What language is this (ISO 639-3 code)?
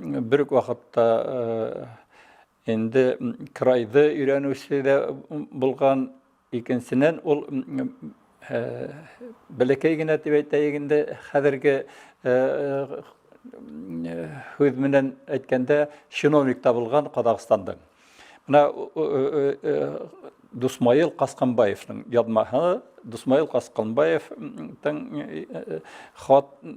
bak